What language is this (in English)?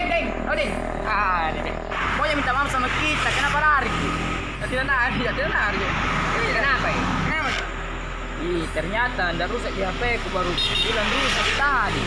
Makassar Malay